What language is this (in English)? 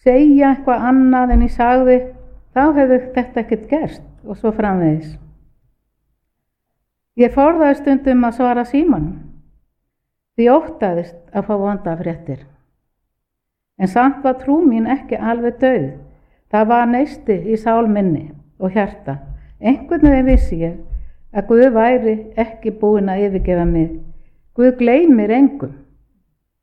Icelandic